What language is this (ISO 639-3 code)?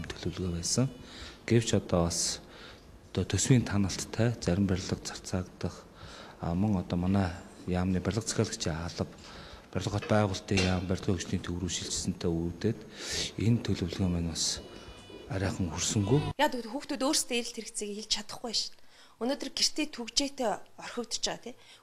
mon